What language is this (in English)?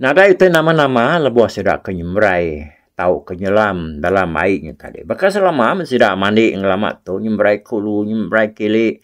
Iban